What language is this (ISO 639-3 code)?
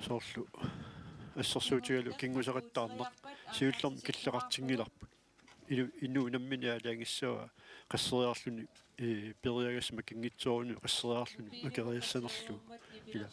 kal